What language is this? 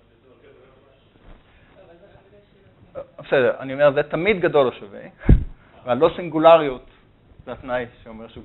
Hebrew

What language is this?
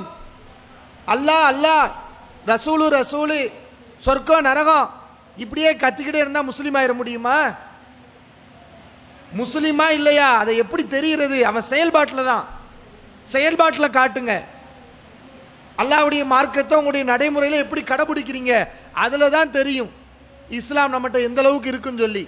Tamil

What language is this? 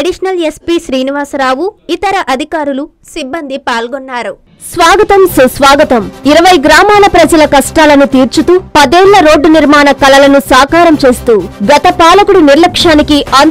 Telugu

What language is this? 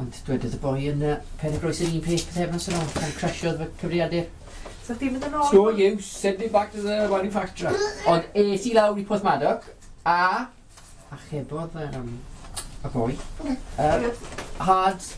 Welsh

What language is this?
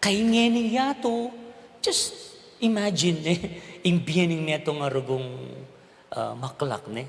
Pampanga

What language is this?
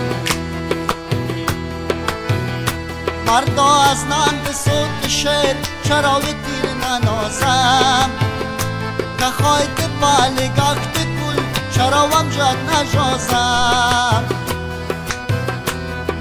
Persian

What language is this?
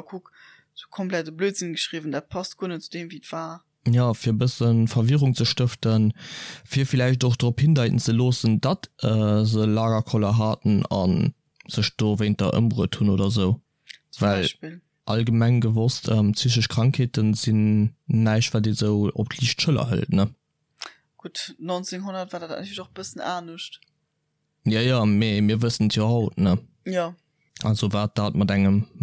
Luxembourgish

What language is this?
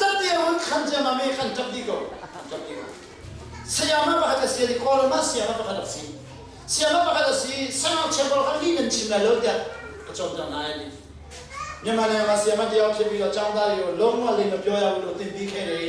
Hakha Chin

